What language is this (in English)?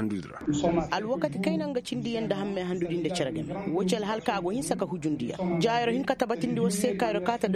Koyraboro Senni